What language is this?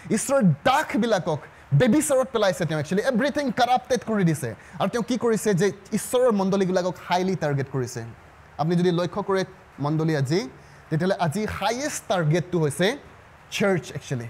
Assamese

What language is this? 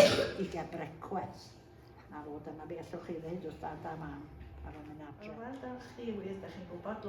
Welsh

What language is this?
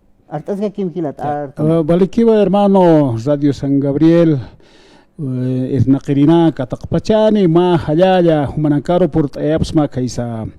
Aymara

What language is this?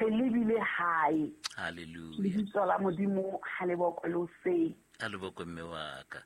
Southern Sotho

